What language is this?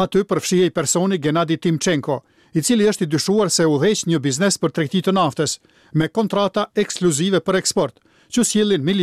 Albanian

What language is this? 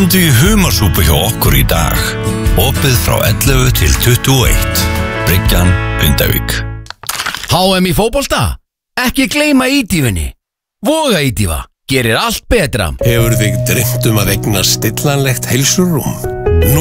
Icelandic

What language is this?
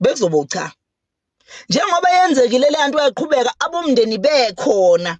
Zulu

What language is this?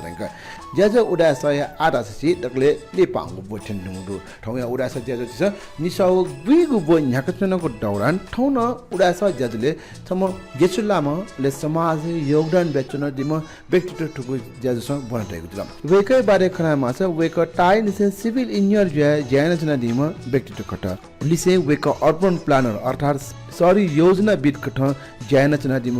Newari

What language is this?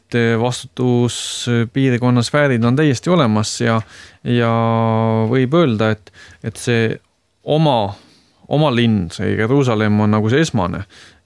Estonian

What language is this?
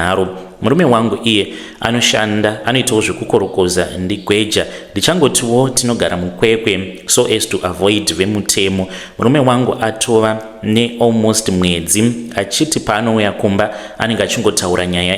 Shona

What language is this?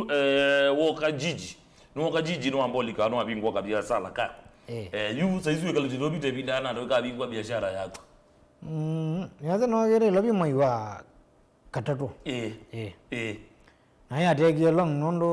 Kamba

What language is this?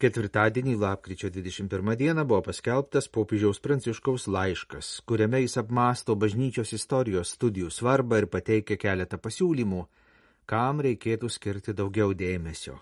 Lithuanian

